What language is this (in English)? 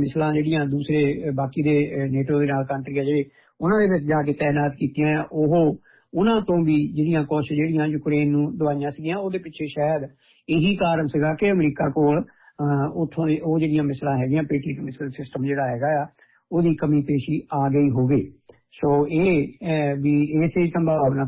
Punjabi